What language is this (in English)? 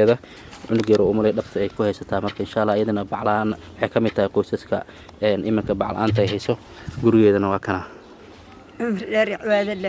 Somali